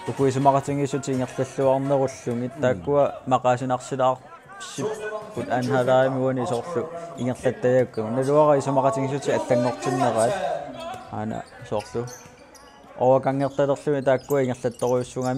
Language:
Kalaallisut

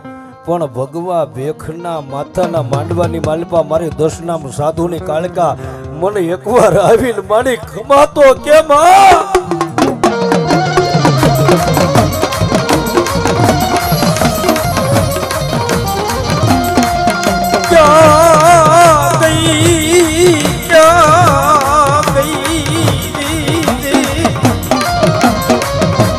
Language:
Gujarati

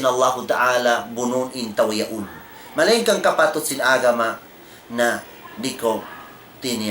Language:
Tausug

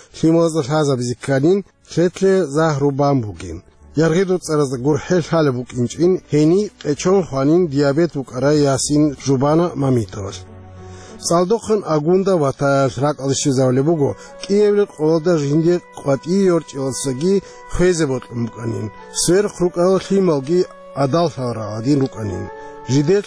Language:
Avaric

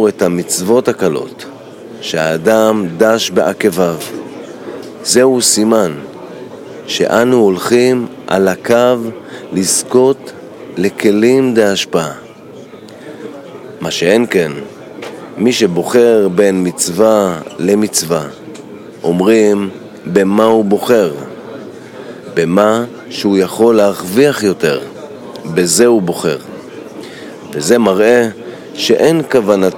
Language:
Hebrew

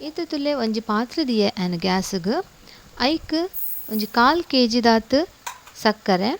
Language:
Tulu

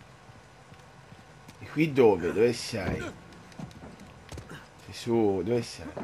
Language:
Italian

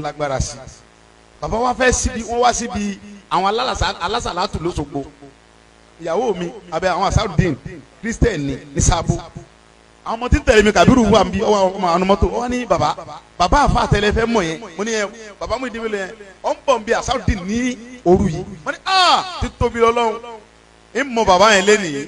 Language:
Yoruba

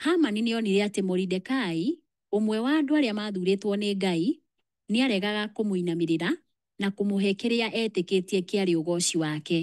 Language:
Kikuyu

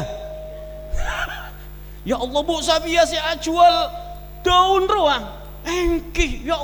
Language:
Madurese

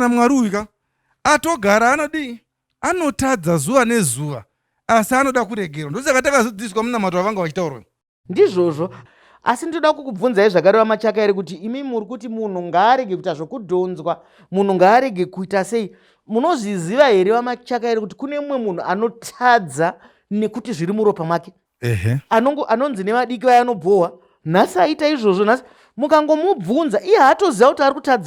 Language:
Shona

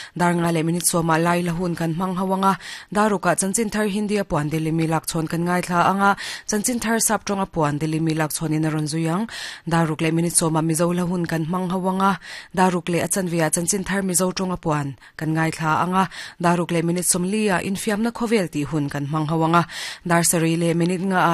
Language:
Mizo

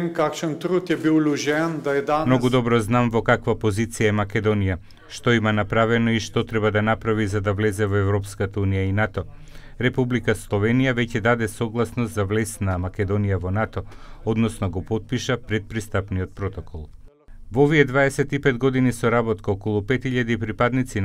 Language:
Macedonian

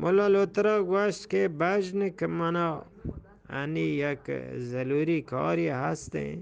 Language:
Eastern Balochi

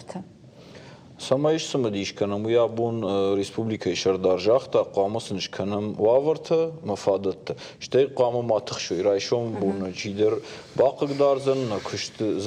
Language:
Ossetic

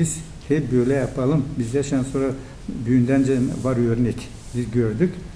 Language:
Gagauz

